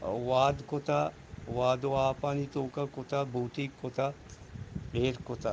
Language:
Eastern Balochi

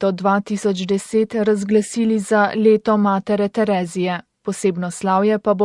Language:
Slovenian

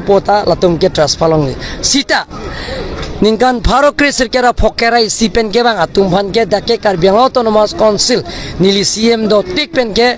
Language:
Karbi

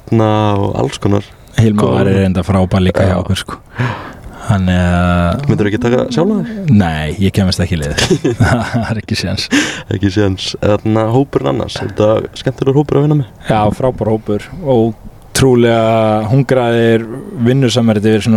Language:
Icelandic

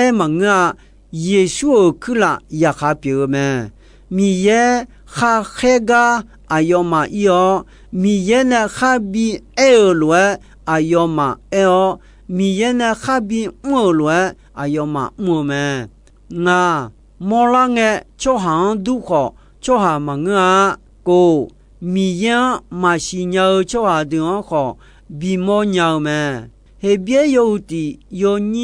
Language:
Akha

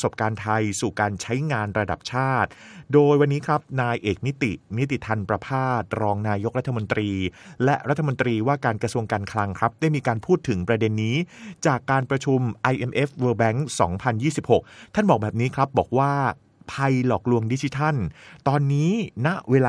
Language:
Thai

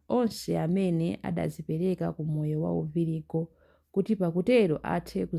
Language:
Nyanja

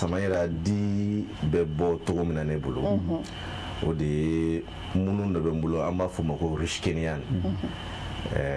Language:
Bambara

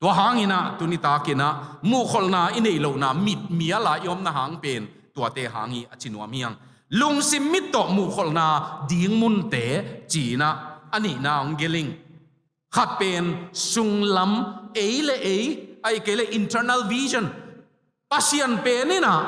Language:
Tedim Chin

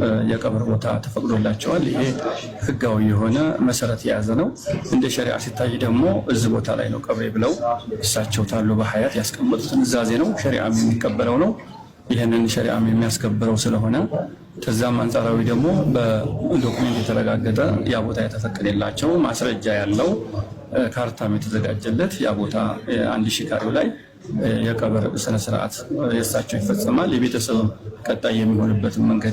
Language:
Amharic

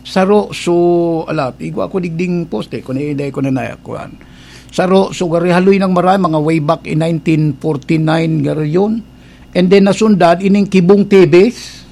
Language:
Bikol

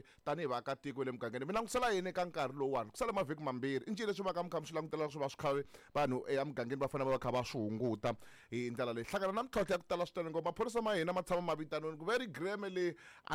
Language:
Tsonga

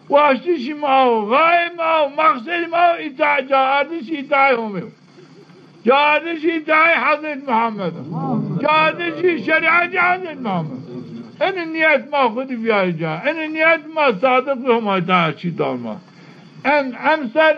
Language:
Zaza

